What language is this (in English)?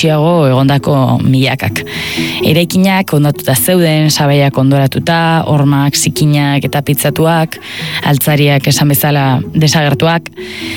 Basque